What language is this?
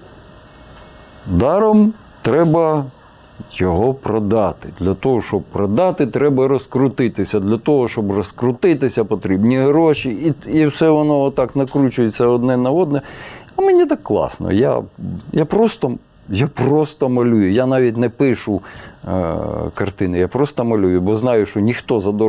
Ukrainian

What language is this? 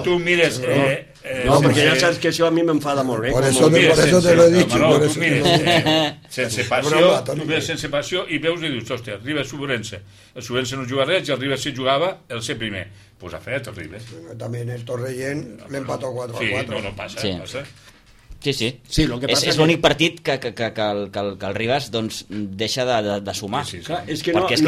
Catalan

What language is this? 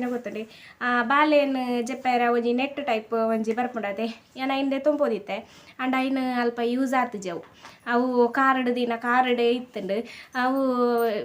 Tulu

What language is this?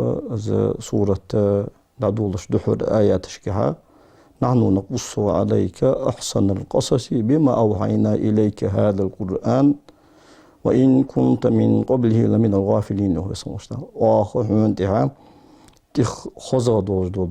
Ingush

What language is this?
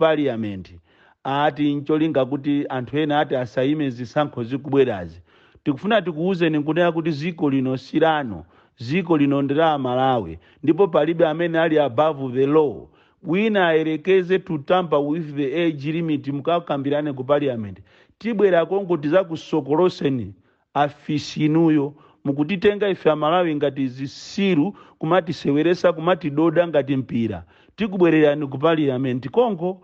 Nyanja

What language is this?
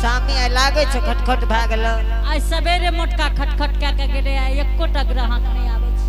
Angika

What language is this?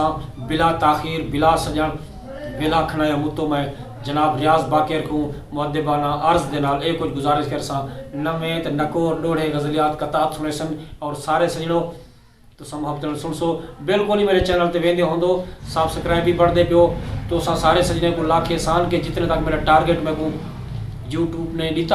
Saraiki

